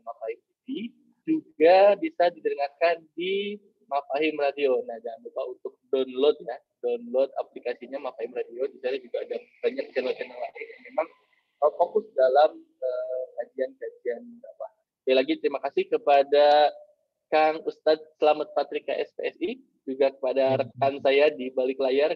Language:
Indonesian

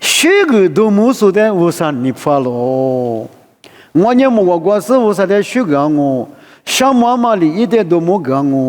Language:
Lisu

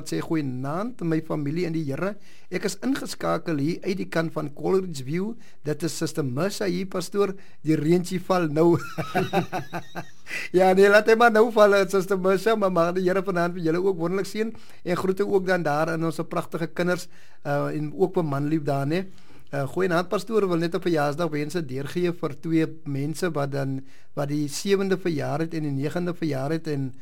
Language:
Afrikaans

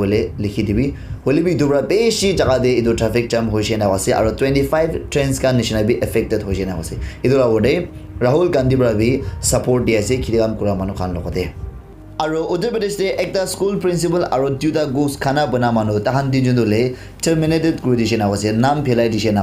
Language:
Naga Pidgin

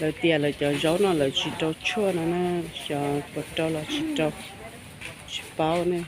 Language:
Hmong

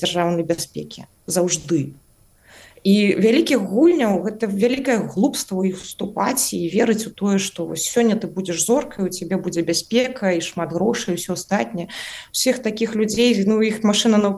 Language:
Belarusian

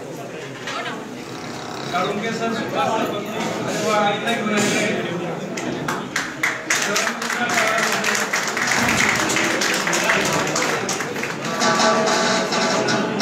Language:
Marathi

